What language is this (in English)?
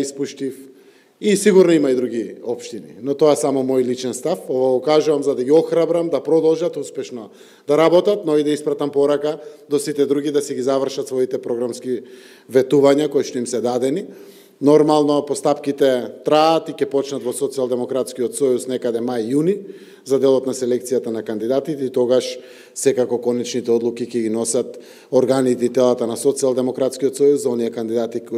Macedonian